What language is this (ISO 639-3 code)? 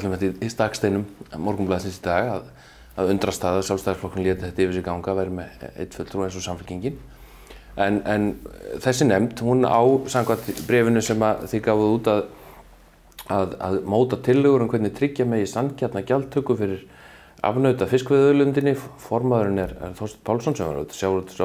isl